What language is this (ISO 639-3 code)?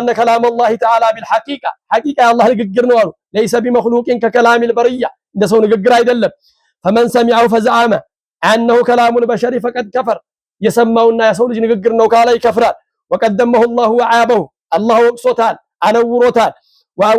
amh